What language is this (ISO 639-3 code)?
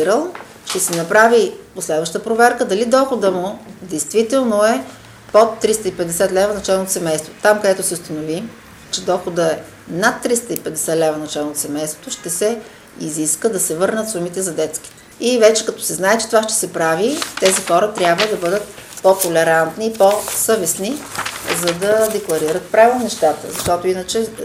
bul